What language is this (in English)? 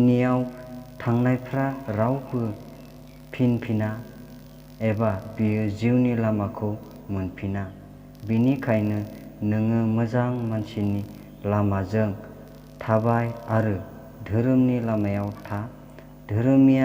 Bodo